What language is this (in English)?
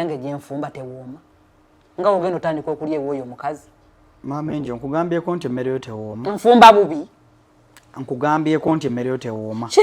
Ganda